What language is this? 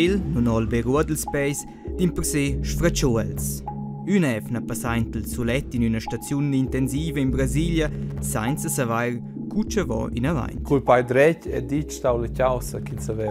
Romansh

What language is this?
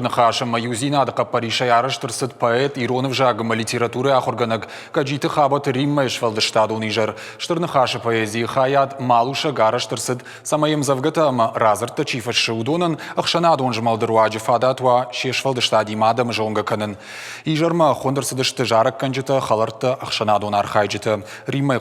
Ossetic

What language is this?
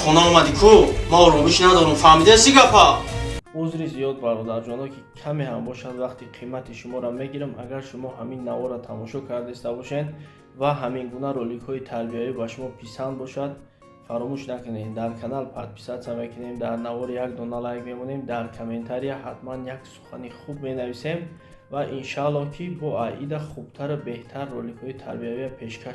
Tajik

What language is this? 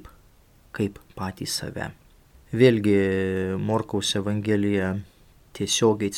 Lithuanian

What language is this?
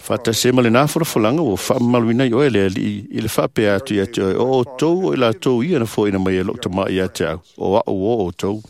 Samoan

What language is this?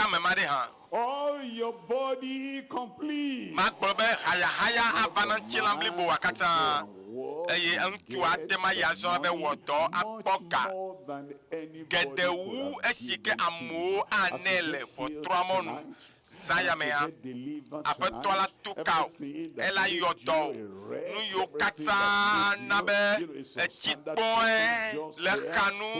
Ewe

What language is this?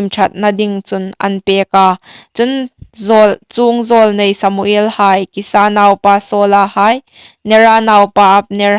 Hmar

